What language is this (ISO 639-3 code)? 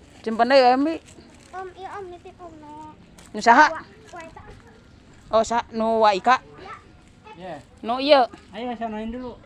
sun